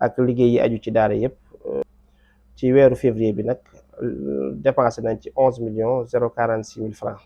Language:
Wolof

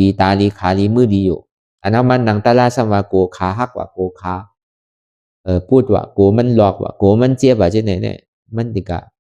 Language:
Shan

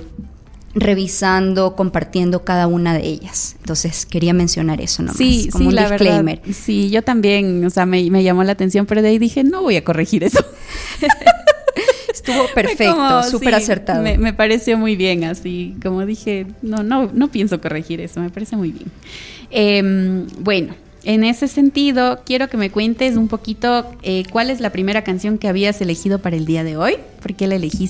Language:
Spanish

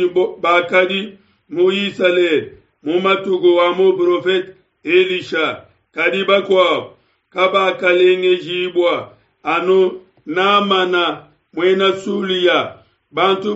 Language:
Luba-Lulua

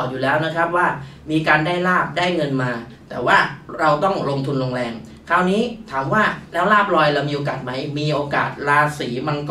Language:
Thai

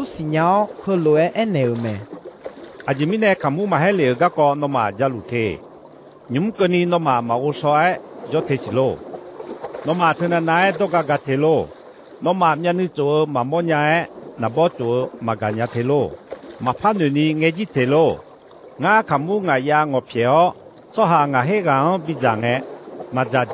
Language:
Akha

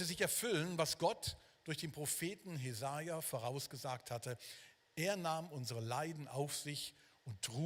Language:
Swiss German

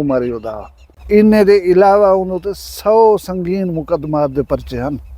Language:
Saraiki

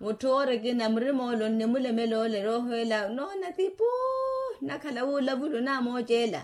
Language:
Makhuwa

